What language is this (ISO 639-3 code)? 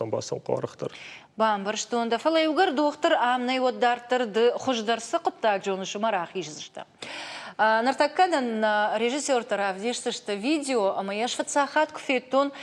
oss